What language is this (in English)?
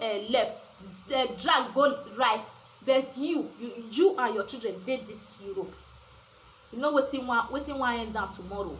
Nigerian Pidgin